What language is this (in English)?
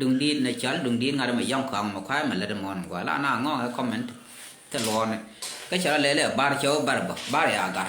Nuer